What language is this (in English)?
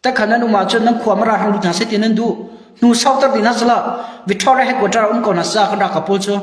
Hakha Chin